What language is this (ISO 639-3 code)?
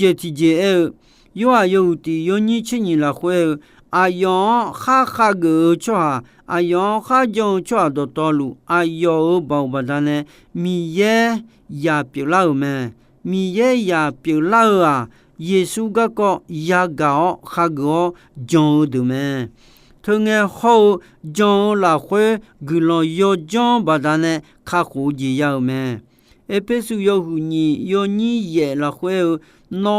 ahk